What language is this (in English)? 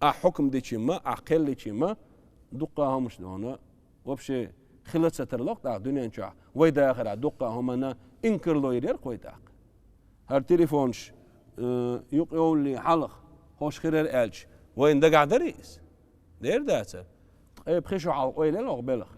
Chechen